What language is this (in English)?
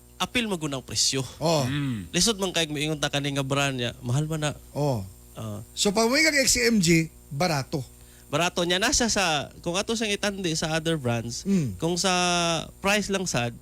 Cebuano